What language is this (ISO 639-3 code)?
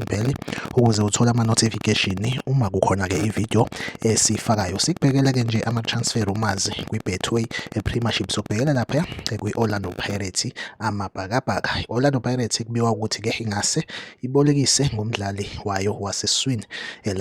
zul